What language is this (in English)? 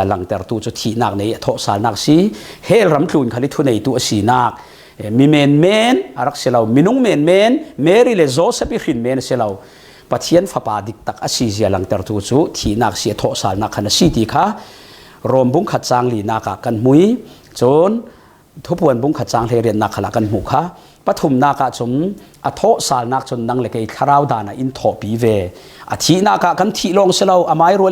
Falam Chin